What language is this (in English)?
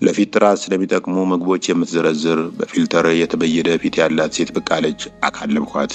Amharic